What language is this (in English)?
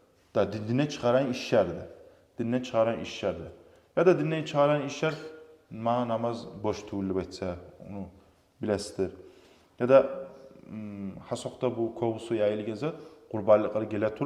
Kumyk